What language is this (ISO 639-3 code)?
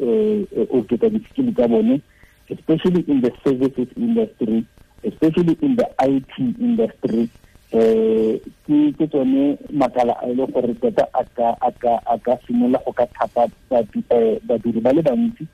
tsn